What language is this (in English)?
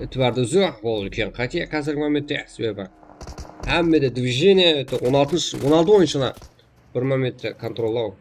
Kara-Kalpak